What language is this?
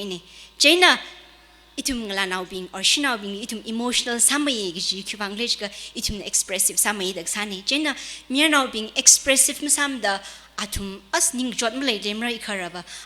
Tangkhul Naga (India)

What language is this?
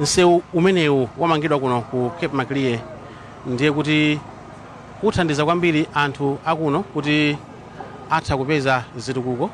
Nyanja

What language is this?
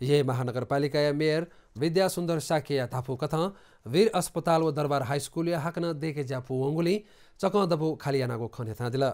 Newari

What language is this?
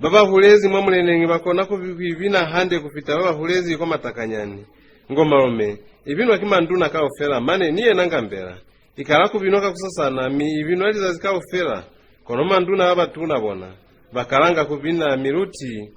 Lozi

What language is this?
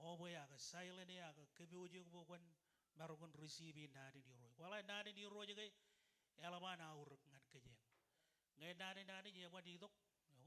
Marshallese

